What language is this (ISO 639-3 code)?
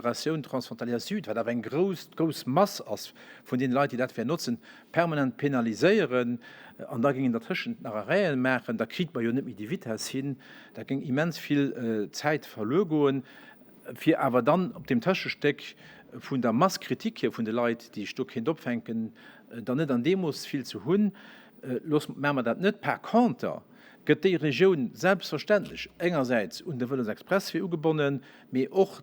ltz